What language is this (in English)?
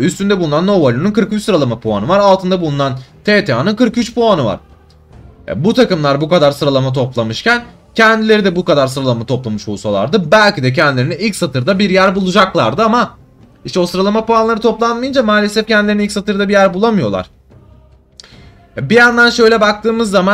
Turkish